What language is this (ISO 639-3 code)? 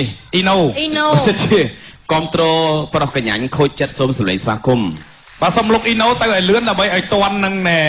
khm